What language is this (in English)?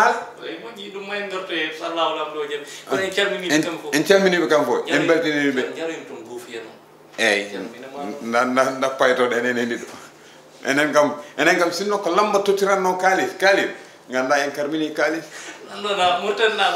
Fula